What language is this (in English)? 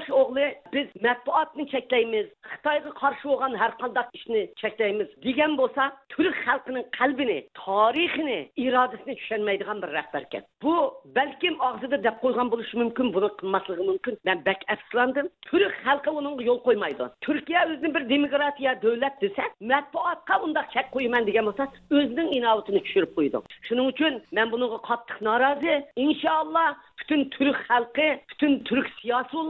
Uyghur